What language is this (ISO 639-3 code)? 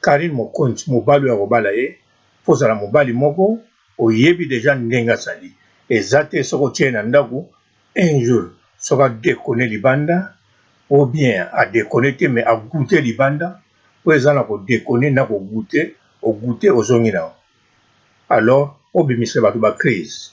lin